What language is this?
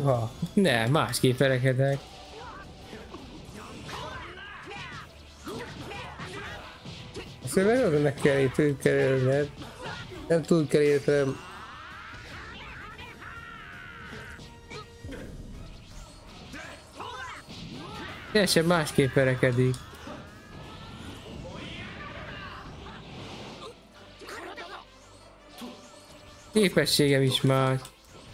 Hungarian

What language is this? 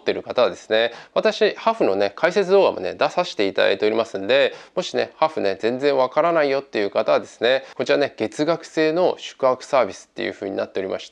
Japanese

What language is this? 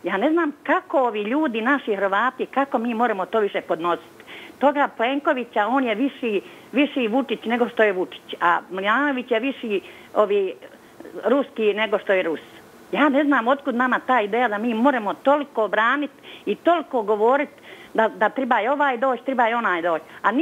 Croatian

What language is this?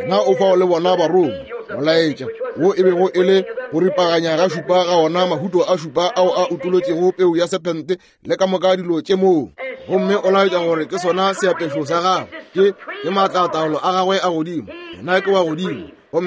Northern Sotho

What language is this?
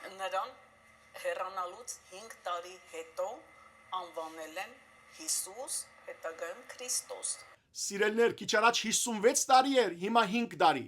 Western Armenian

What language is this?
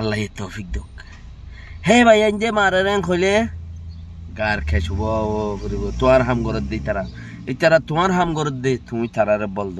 Rohingya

